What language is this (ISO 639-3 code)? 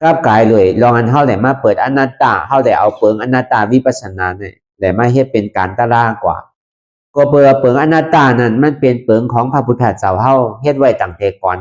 shn